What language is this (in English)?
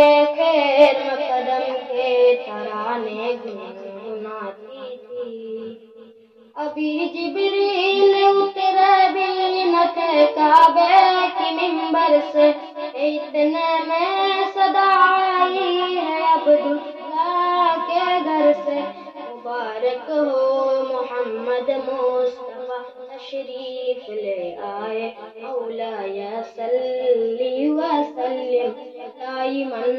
Urdu